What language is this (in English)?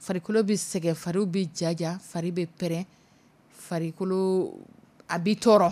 Dyula